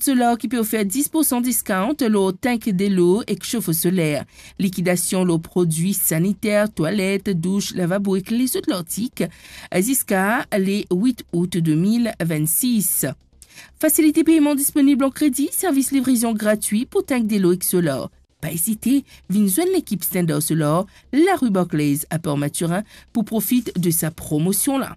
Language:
Morisyen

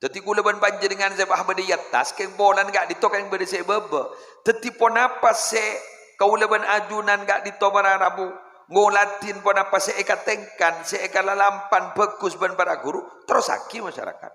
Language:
Madurese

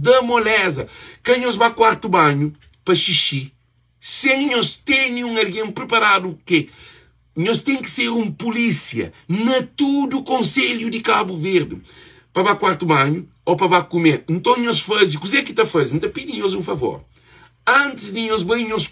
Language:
Kabuverdianu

